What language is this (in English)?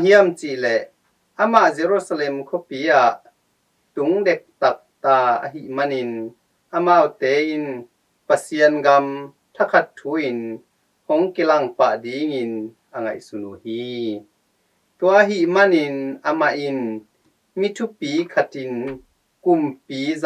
Tedim Chin